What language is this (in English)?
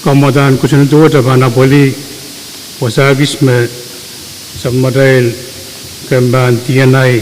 Pohnpeian